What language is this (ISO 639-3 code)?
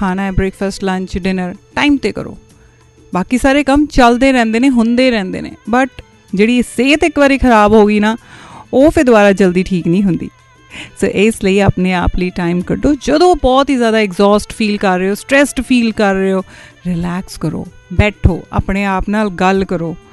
pan